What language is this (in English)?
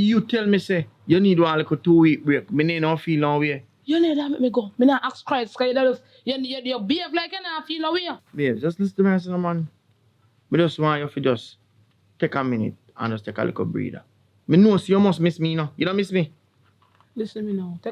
Jamaican Creole English